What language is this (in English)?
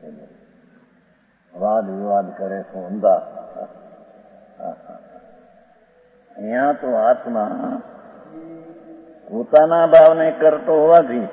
Gujarati